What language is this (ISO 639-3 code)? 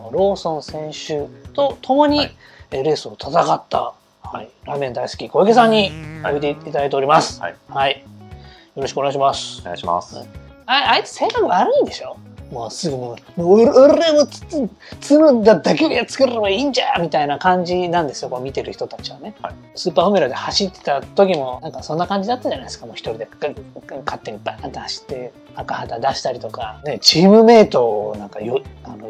jpn